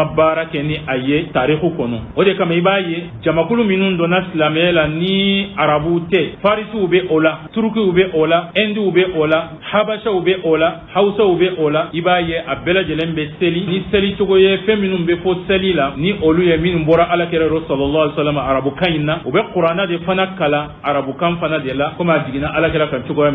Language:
Bambara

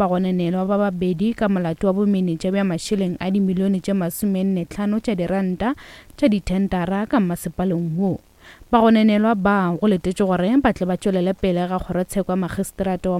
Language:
Northern Sotho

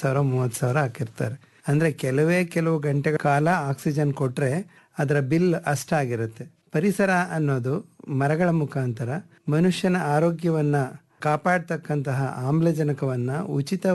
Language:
Kannada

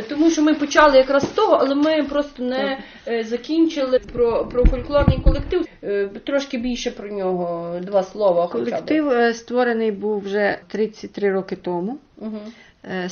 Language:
Ukrainian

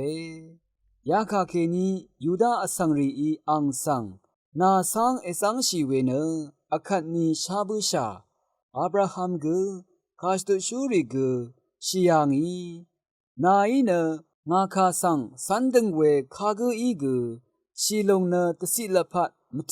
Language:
Rawang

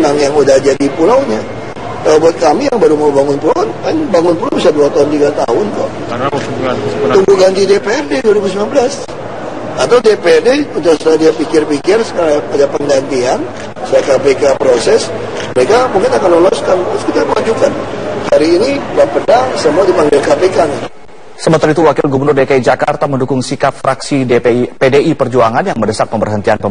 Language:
Indonesian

